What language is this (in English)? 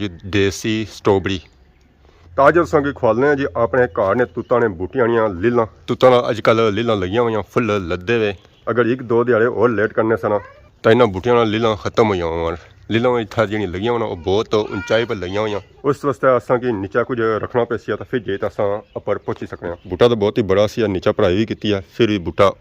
Pahari-Potwari